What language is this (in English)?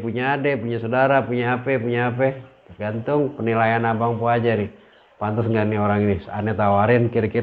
Betawi